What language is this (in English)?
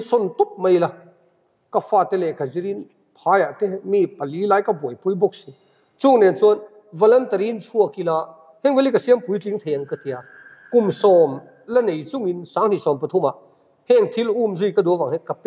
Mizo